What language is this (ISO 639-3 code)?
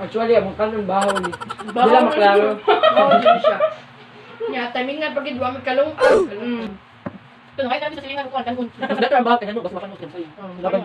ceb